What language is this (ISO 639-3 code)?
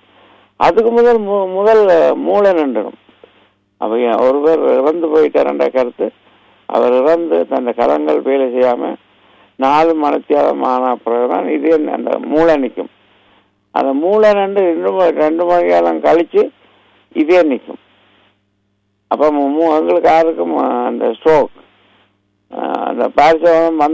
tam